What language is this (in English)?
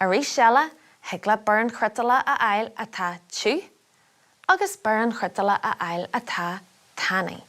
Irish